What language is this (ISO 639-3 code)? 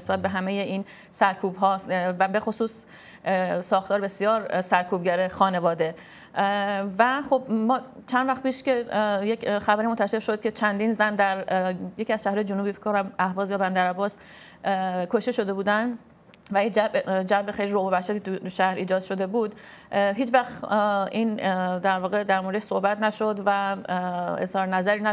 fas